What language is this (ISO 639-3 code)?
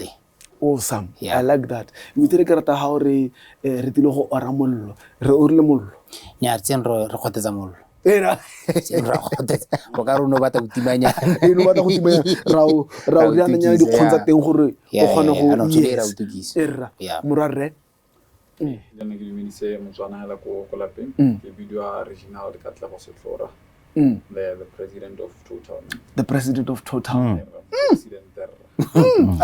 tsn